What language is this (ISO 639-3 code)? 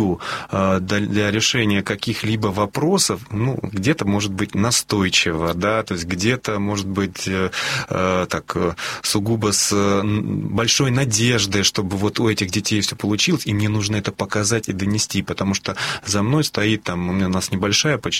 rus